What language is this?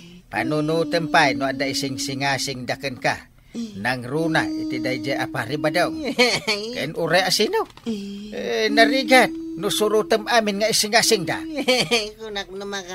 Iloko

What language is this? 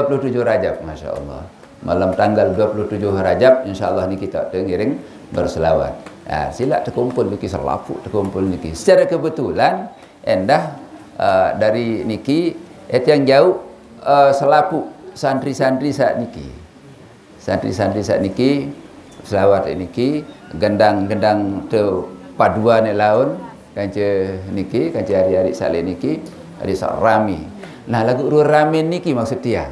Sasak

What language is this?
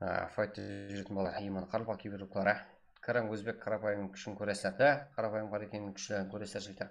Kara-Kalpak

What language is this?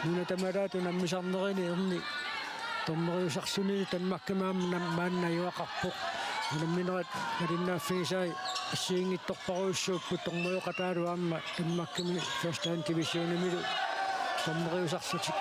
Kalaallisut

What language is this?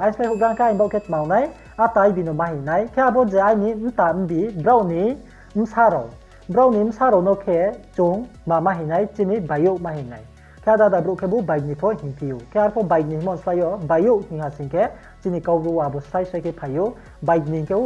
Riang (India)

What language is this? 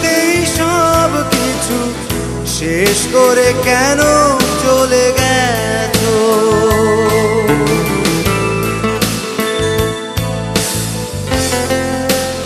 Bangla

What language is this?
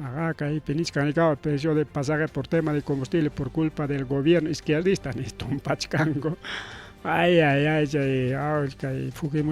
Ayacucho Quechua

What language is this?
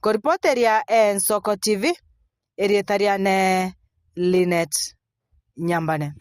Gusii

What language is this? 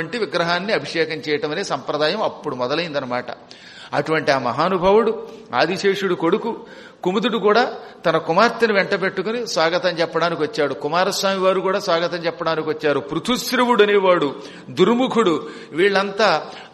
Telugu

